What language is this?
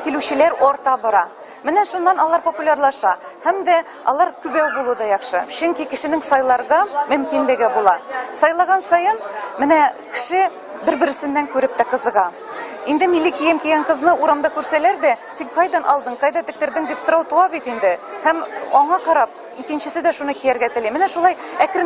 Tatar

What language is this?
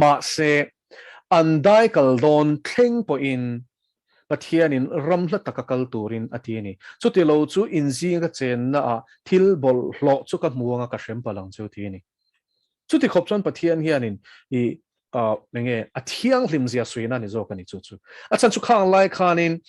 Mizo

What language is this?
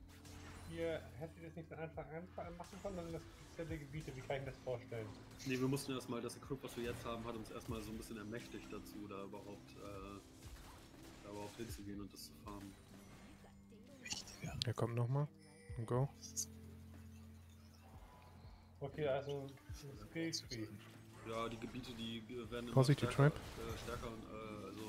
German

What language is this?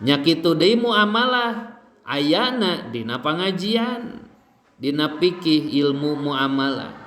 Sundanese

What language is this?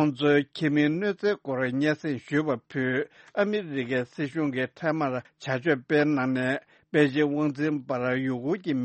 Tibetan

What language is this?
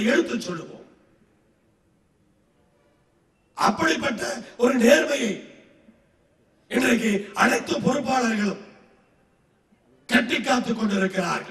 Tamil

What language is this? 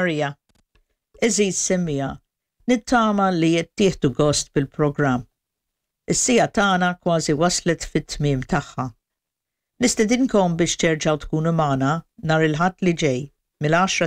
Maltese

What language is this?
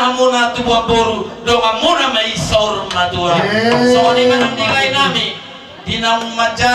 Batak Toba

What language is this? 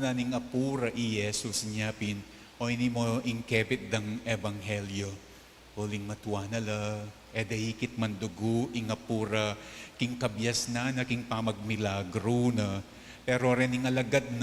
Pampanga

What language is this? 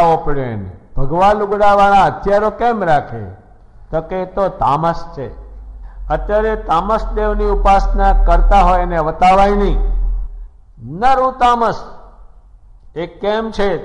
Gujarati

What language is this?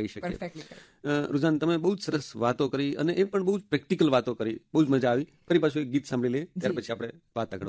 Gujarati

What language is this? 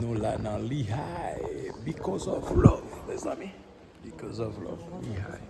Haitian Creole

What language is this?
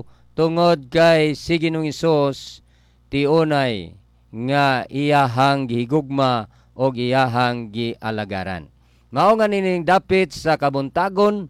Cebuano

